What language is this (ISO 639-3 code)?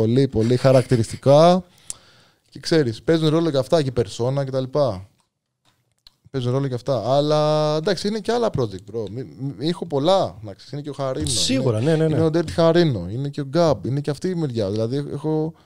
ell